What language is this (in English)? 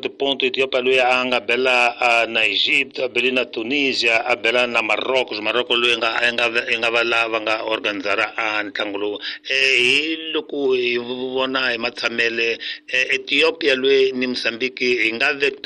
Tsonga